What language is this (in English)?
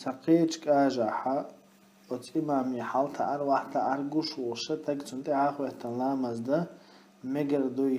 Chechen